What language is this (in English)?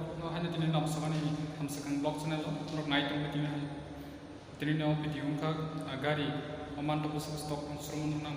Kok Borok